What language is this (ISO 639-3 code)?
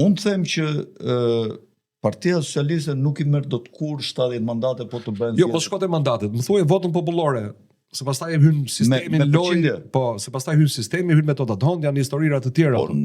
sqi